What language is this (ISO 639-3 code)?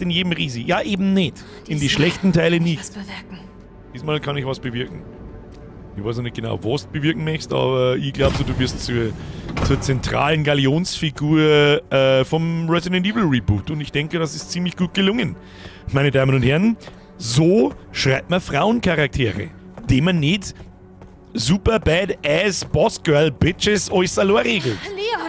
bar